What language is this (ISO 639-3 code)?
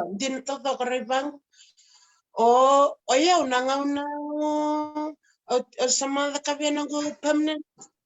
fij